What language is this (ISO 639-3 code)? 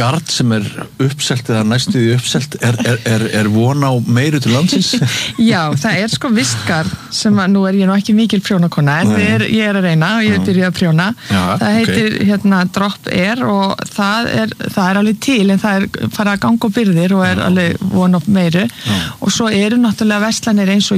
isl